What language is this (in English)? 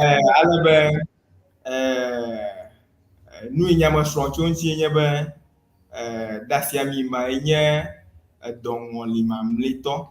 Ewe